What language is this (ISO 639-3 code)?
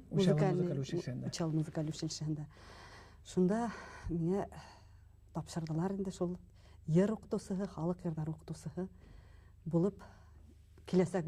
bak